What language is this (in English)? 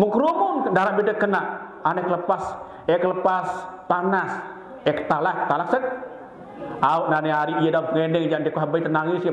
Sasak